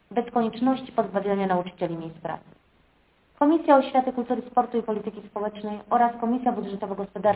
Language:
Polish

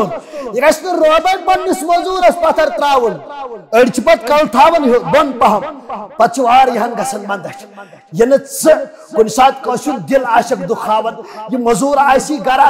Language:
Kashmiri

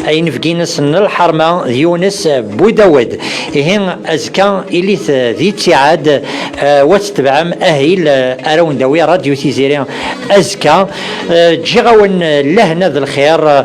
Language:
Kabyle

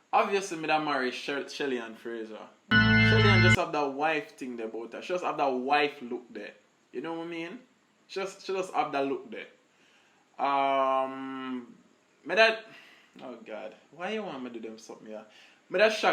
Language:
Jamaican Creole English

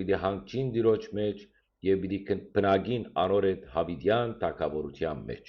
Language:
Western Armenian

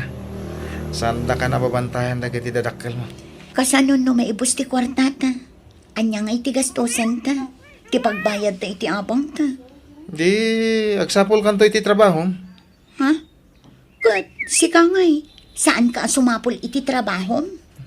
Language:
Iloko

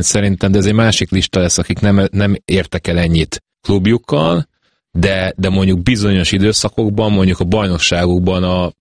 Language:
Hungarian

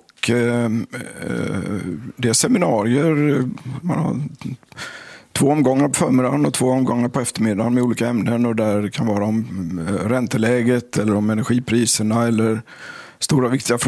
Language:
Swedish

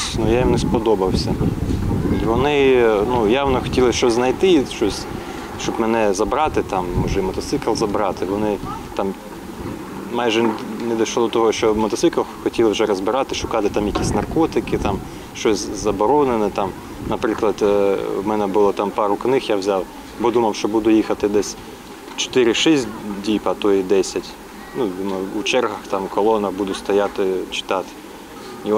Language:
Ukrainian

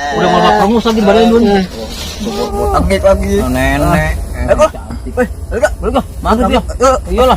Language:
Betawi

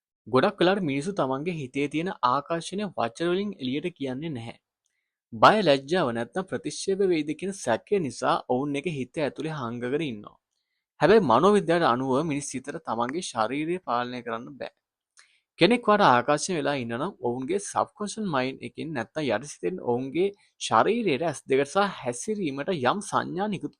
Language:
Sinhala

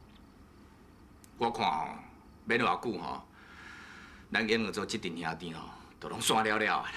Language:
Min Nan Chinese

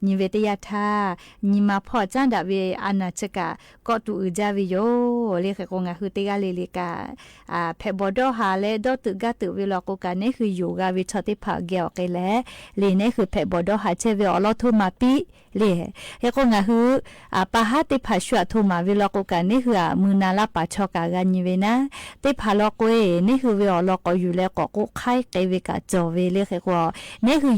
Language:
Lahu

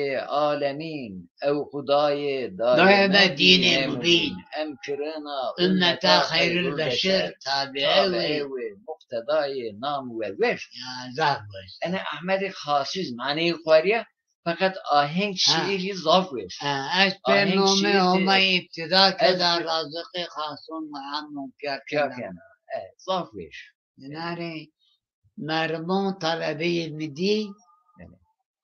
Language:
Zaza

